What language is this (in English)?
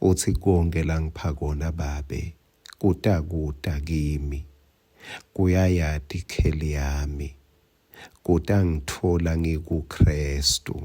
Swati